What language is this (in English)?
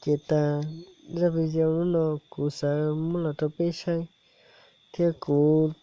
Hmong